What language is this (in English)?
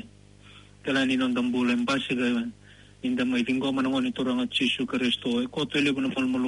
Fijian